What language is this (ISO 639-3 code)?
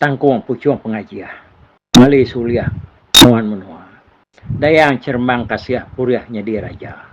iba